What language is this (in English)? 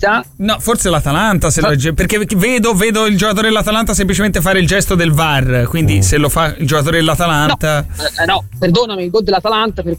Italian